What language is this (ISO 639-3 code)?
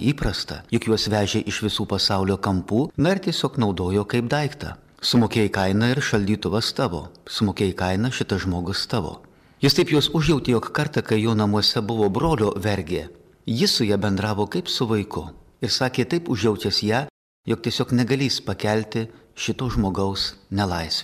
lit